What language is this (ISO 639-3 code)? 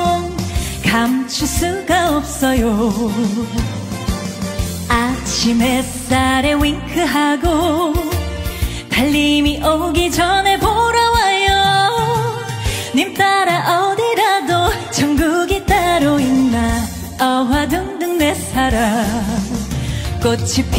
kor